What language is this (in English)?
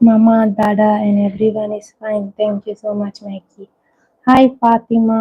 Konkani